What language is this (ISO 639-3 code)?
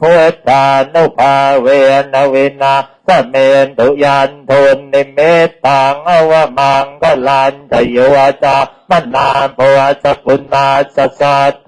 pli